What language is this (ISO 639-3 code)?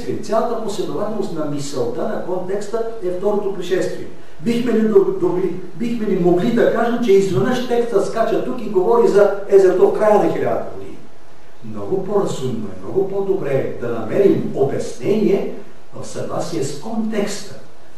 bul